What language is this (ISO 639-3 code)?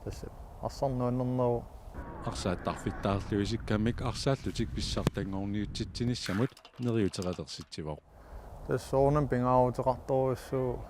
kal